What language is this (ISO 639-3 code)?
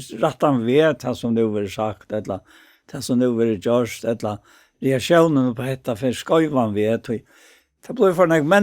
fao